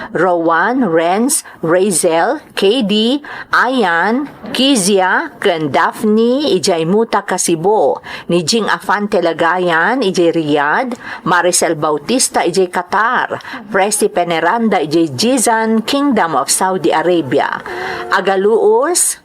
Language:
Iloko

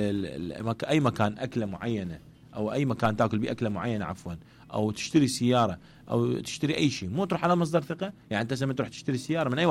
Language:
Mesopotamian Arabic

